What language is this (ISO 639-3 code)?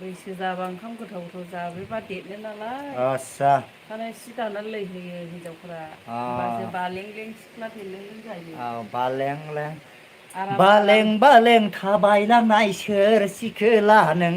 brx